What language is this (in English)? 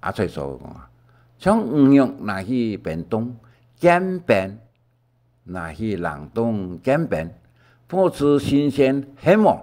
Hakka Chinese